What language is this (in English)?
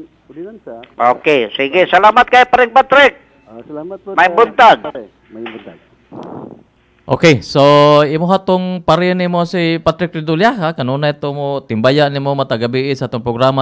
Cebuano